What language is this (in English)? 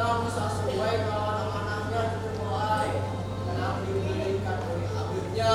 Banjar